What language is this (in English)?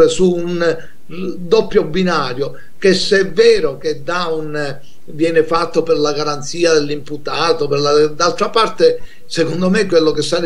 Italian